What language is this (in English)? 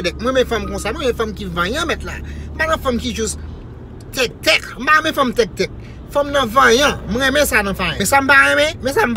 Haitian Creole